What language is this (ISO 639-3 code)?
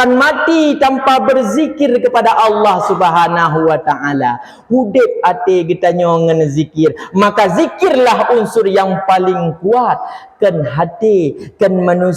ace